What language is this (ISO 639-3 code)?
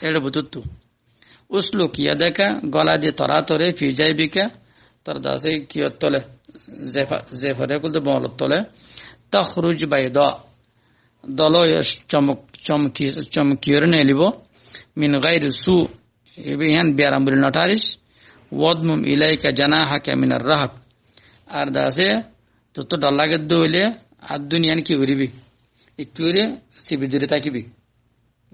rhg